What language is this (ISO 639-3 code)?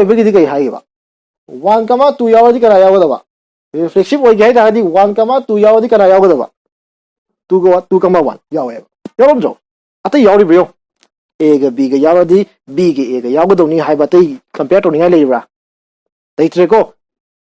mni